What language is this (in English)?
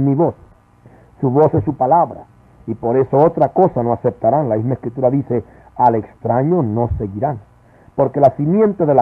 Spanish